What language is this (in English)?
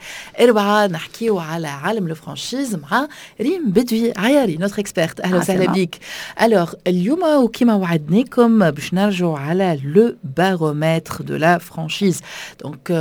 Tunisian Arabic